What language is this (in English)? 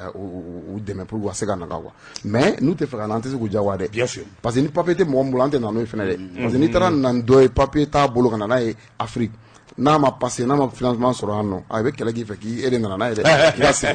Bambara